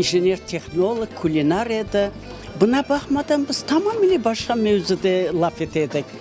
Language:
Crimean Tatar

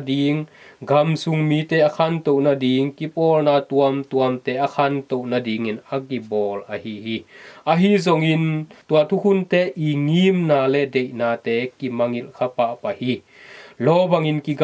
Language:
Tedim Chin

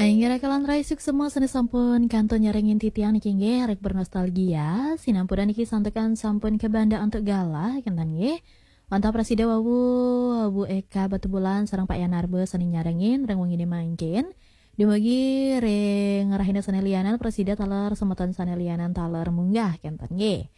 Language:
Balinese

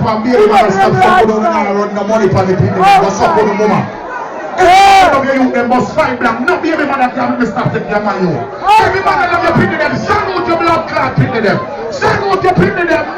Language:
Jamaican Creole English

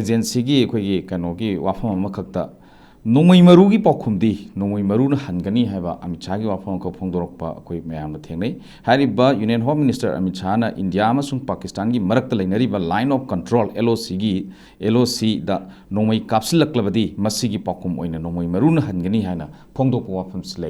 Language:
Manipuri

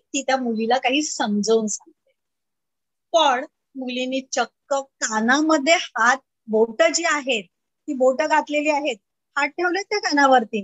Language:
Marathi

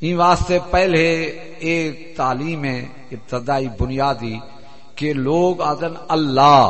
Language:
Saraiki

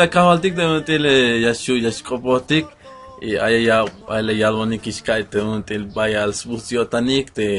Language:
Tzeltal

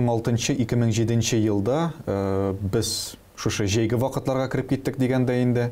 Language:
Tatar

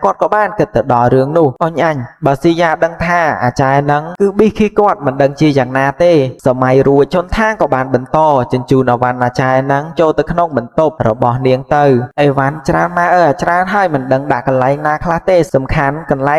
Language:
Khmer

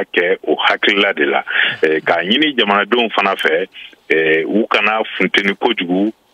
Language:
Bambara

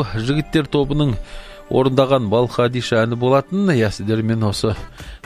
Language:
Kazakh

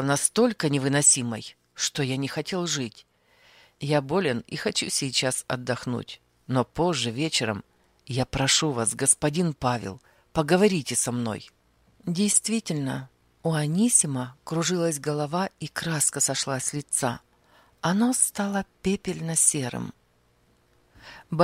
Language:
Russian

